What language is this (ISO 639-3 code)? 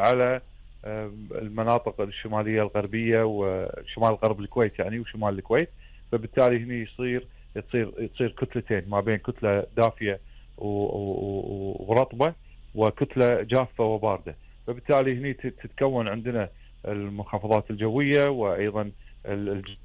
afb